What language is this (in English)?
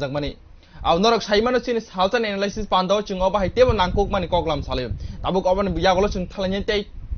Kok Borok